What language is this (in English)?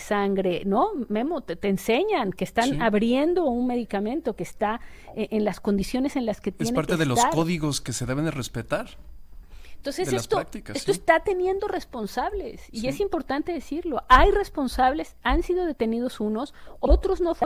Spanish